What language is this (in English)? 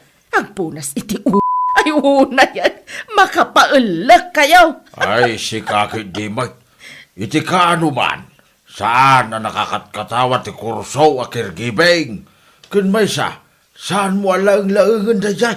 Iloko